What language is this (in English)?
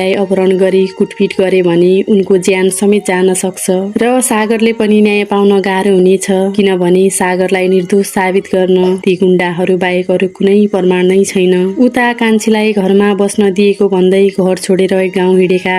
Nepali